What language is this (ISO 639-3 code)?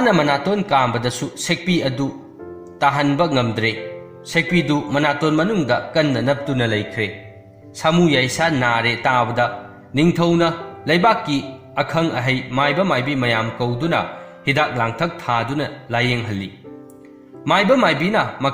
mni